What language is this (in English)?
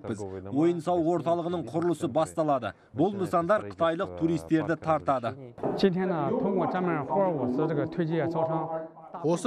Kazakh